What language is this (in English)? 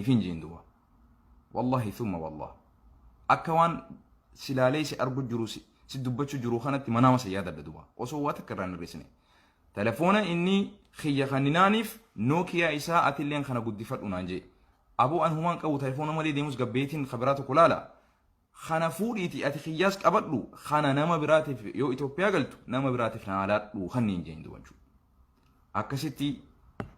Oromo